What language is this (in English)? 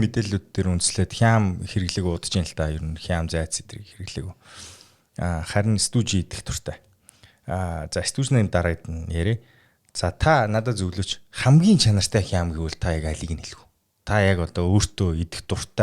Mongolian